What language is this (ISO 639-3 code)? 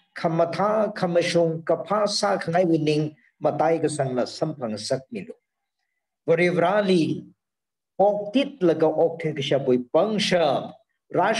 nmf